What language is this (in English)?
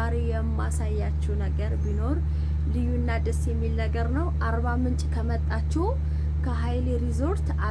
Amharic